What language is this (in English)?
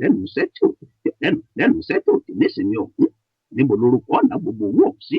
Yoruba